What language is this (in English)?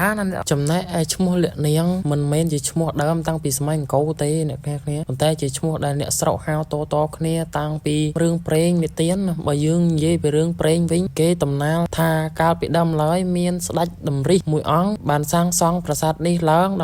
Khmer